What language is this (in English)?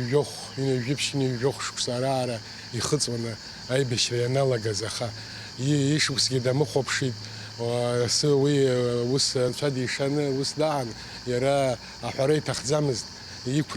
Abkhazian